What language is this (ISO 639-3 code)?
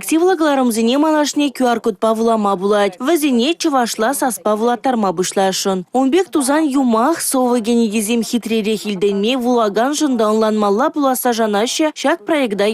chv